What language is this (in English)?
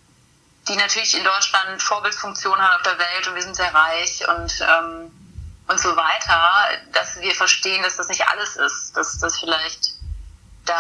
German